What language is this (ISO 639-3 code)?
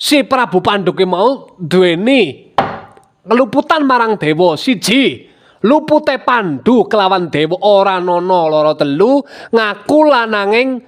jav